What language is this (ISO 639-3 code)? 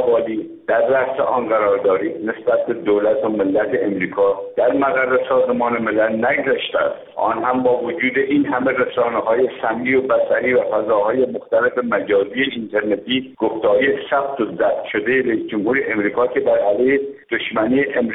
fas